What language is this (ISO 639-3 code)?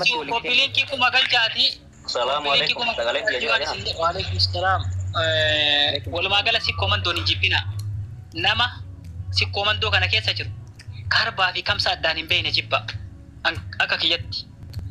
orm